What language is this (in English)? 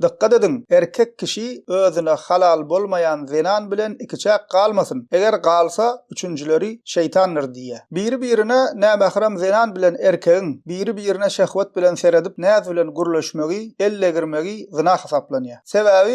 Turkmen